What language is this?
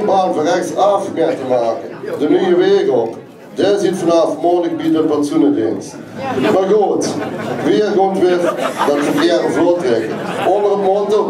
Limburgish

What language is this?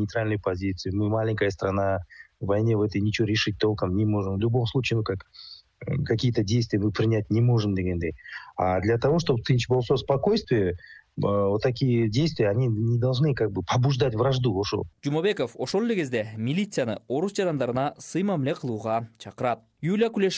Kyrgyz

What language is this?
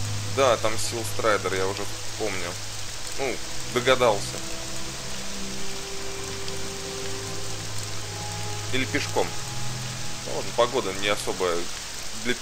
Russian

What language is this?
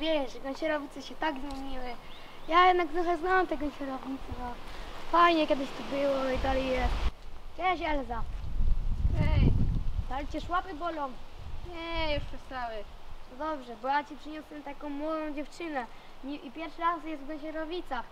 Silesian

